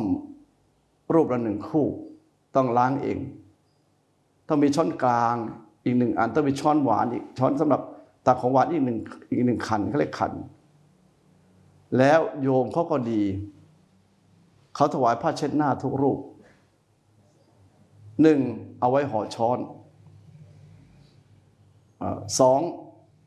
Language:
Thai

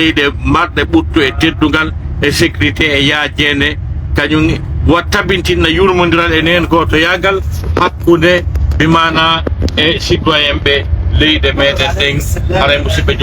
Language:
Pular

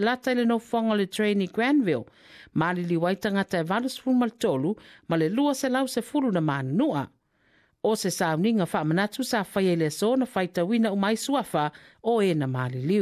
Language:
Samoan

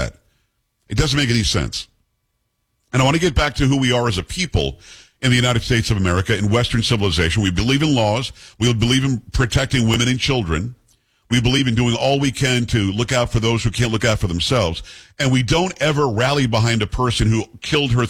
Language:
English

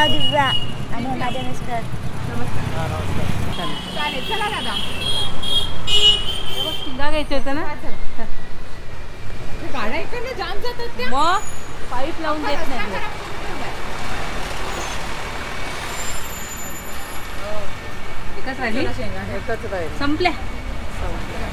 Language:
Marathi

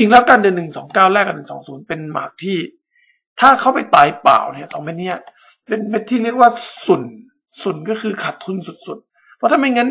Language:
Thai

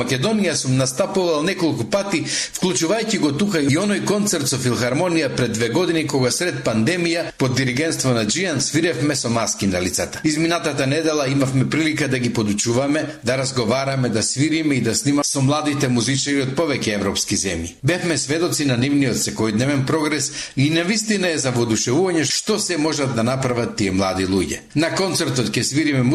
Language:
Macedonian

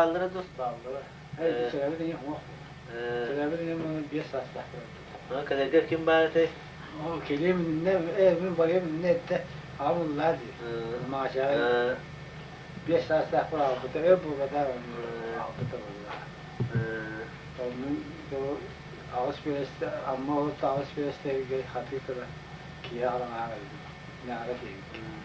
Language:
Yakut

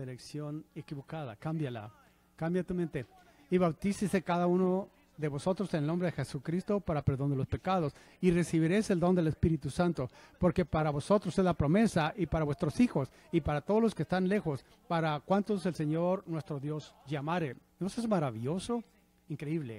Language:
Spanish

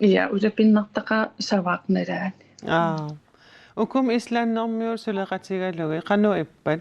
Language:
Kalaallisut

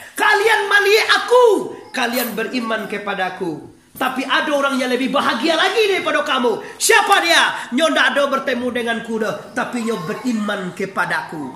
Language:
Minangkabau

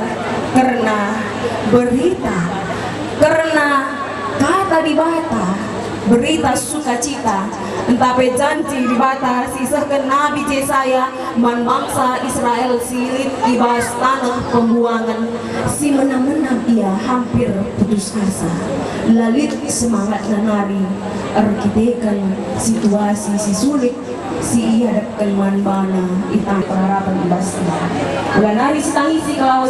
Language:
Batak Karo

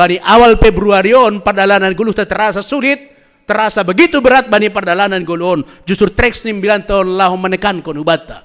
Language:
Batak Simalungun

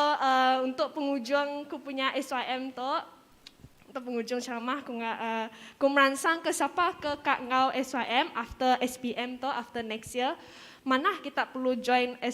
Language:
Iban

